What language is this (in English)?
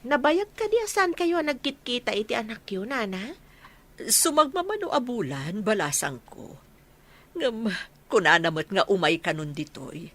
Iloko